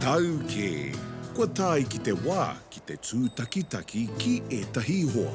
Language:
Māori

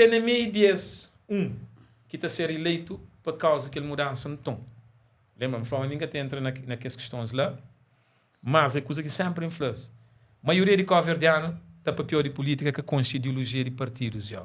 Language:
Kabuverdianu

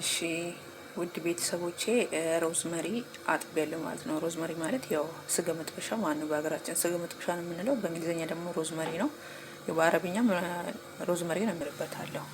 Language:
Amharic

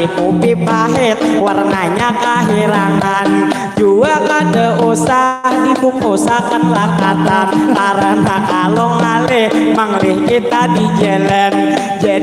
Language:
Banjar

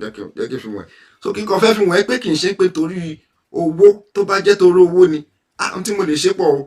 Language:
Yoruba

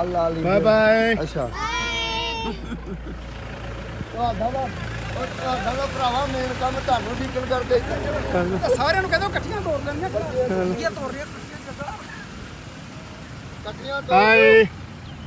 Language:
Punjabi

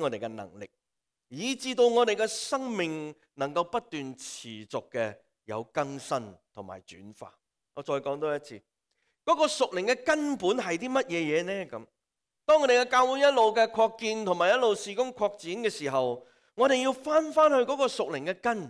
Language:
Cantonese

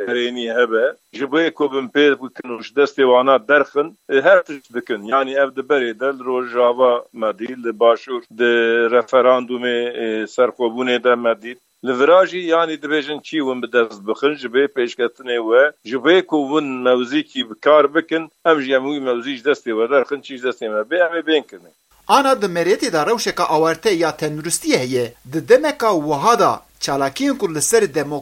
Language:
Kurdish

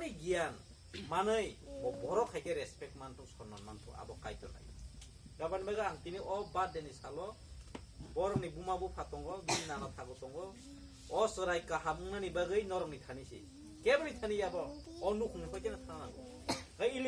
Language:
Kok Borok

